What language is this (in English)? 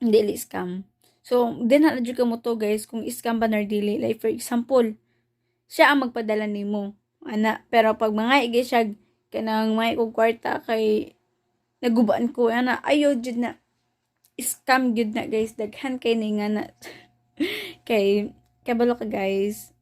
Cebuano